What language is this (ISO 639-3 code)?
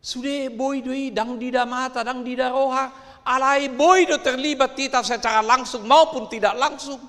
bbc